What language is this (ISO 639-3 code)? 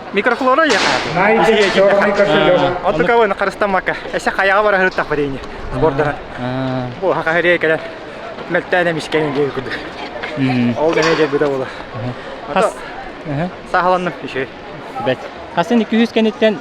sah